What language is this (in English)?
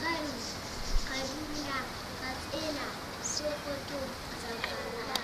Hausa